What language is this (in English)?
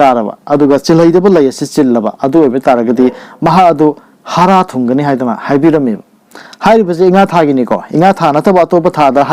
Manipuri